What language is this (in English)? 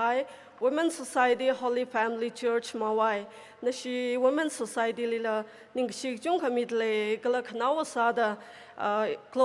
Tangkhul Naga (India)